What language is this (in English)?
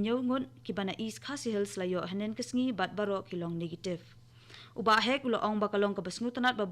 Khasi